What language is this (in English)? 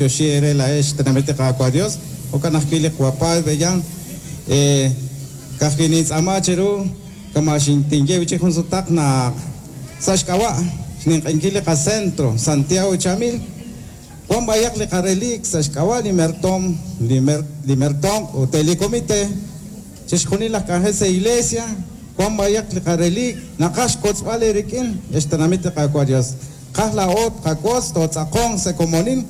Kekchí